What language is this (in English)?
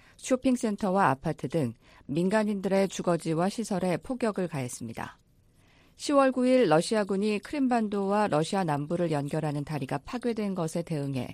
Korean